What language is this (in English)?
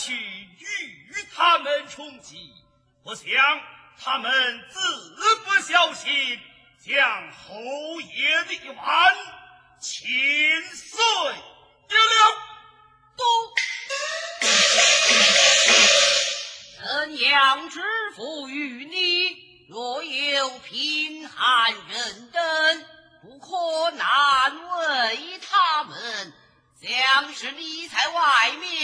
Chinese